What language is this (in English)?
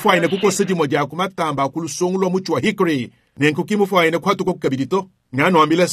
Luba-Lulua